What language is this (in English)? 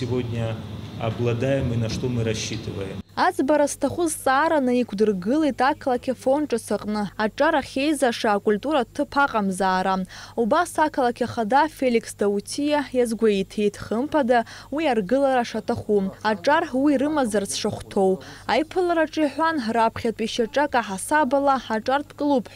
Abkhazian